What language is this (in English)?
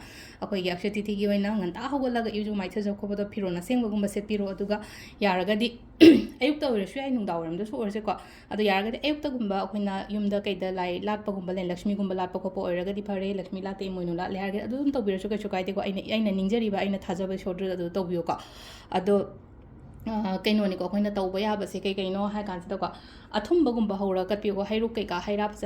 Manipuri